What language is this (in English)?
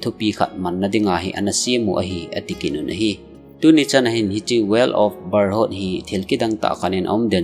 Thado Chin